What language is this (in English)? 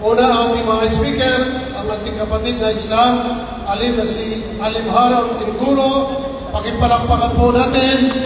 Maranao